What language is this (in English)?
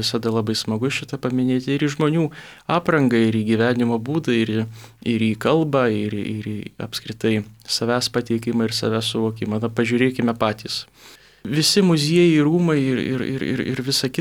Lithuanian